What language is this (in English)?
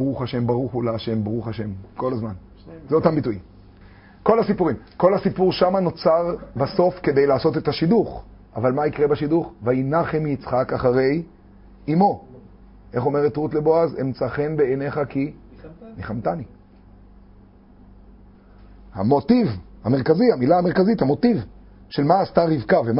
Hebrew